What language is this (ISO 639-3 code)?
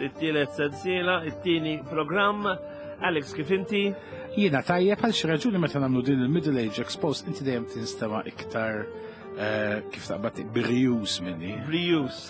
mlt